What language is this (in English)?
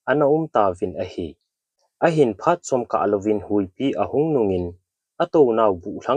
Thado Chin